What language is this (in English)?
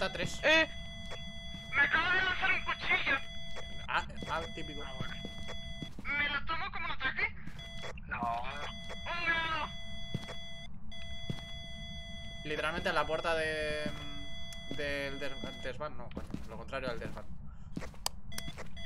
Spanish